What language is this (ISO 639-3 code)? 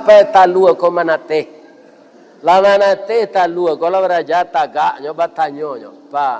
min